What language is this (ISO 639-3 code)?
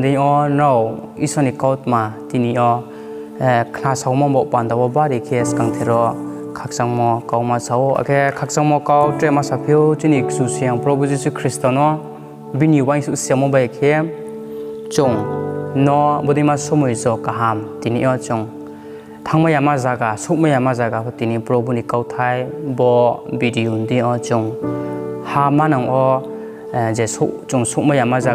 ria